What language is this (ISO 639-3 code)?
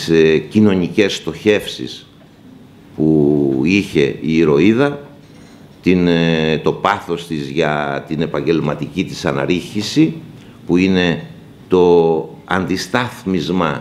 ell